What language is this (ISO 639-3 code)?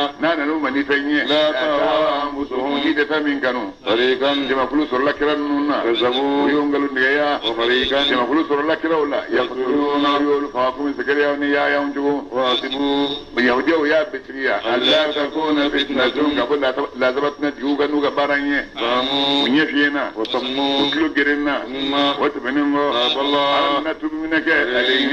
bam